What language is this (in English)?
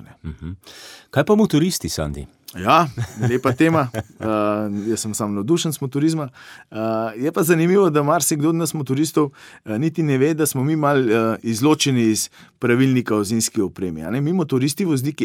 Slovenian